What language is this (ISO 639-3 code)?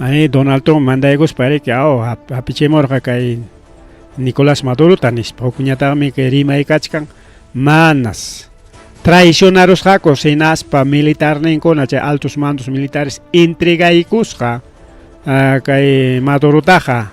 quy